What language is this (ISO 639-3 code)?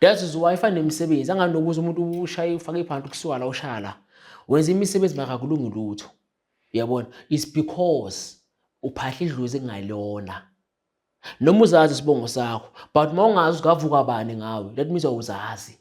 zul